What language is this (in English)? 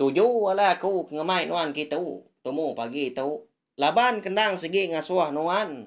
Iban